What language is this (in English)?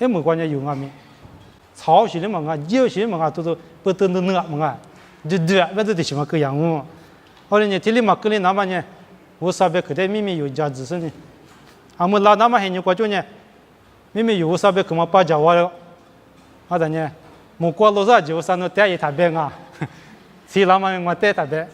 Lisu